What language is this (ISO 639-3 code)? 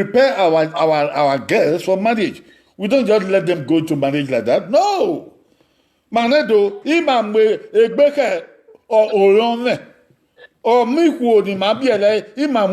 bin